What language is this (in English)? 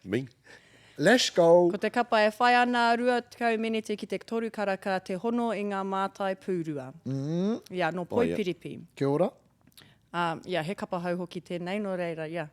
Māori